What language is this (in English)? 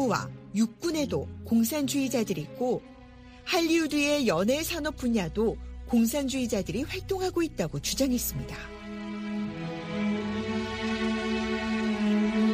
Korean